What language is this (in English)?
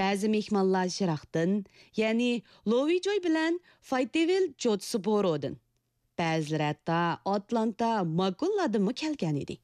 Uyghur